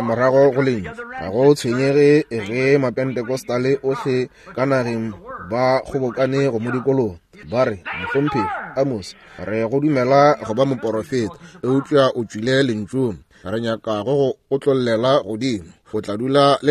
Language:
Northern Sotho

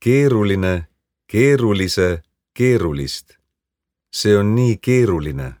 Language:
Estonian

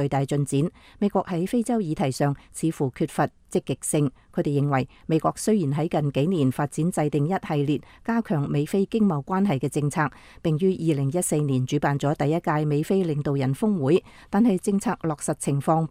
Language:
Cantonese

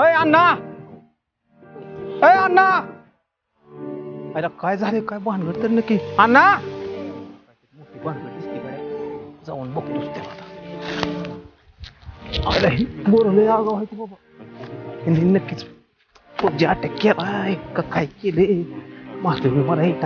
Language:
Marathi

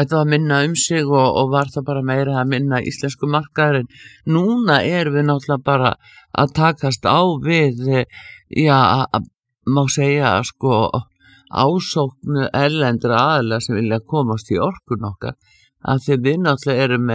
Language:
Icelandic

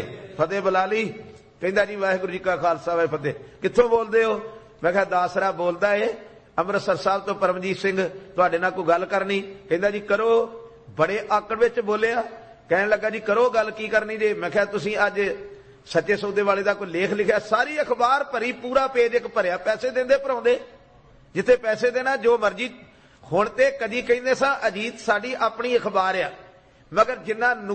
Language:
Punjabi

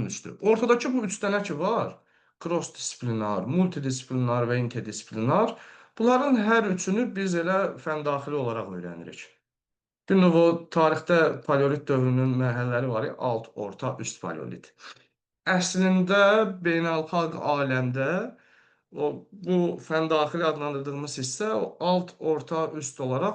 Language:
Azerbaijani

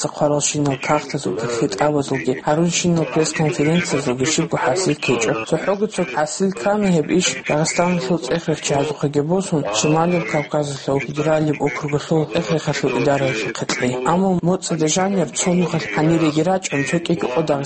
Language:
Avaric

